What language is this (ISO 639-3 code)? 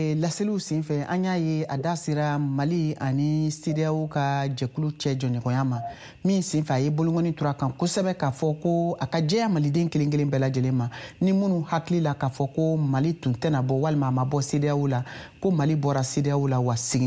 bam